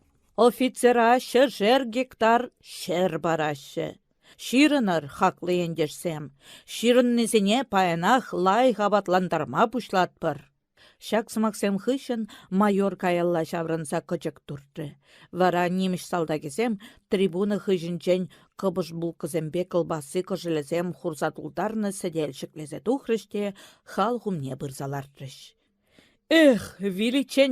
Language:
Chuvash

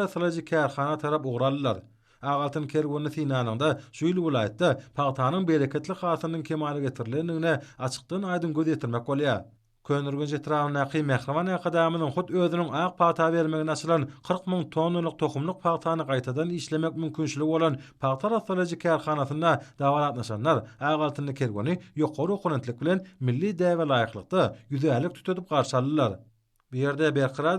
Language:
Turkmen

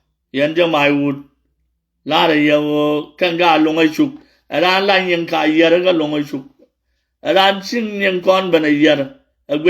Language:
Nuer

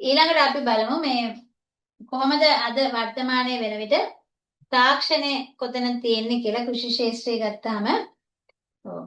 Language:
Sinhala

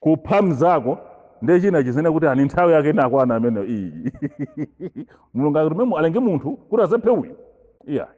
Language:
Nyanja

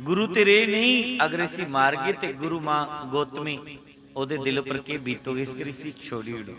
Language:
Dogri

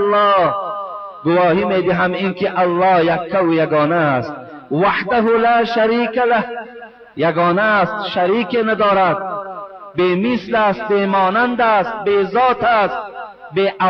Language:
Tajik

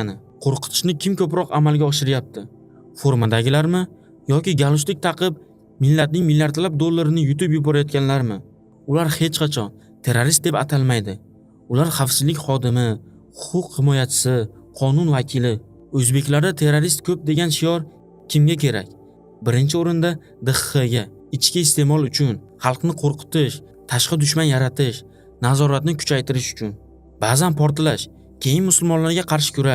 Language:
Uzbek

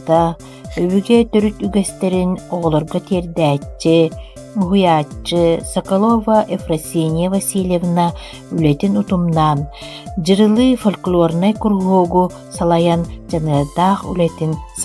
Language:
Yakut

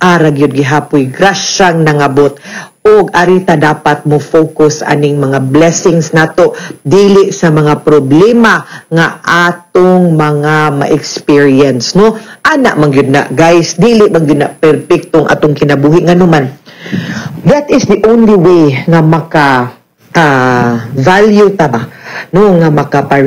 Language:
Cebuano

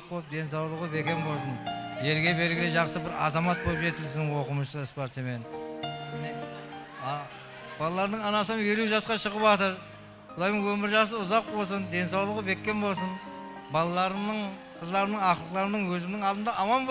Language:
Kara-Kalpak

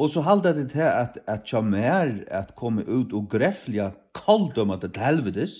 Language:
Faroese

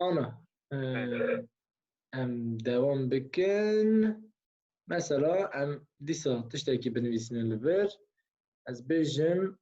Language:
Kurdish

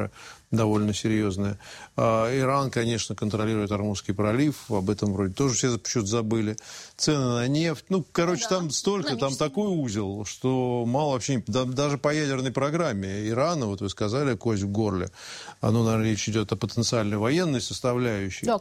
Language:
Russian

